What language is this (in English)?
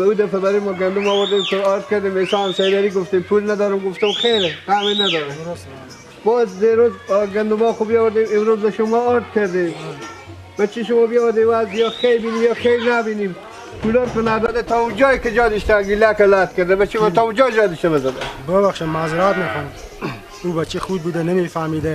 Persian